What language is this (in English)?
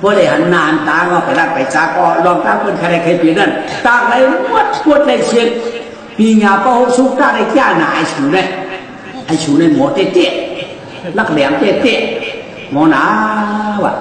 Shan